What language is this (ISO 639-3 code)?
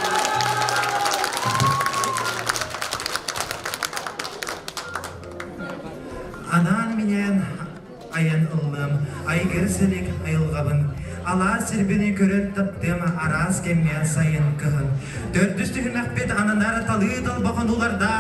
sah